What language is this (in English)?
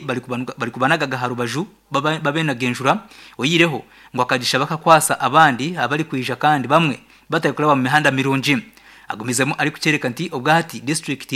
Nyankole